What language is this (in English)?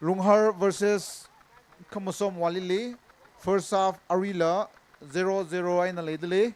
Tangkhul Naga (India)